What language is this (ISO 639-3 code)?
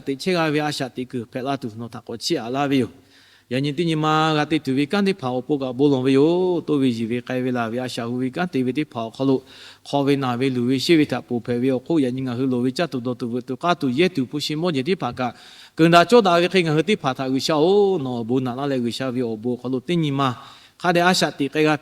lhu